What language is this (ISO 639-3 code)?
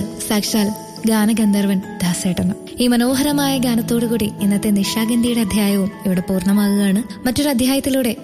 mal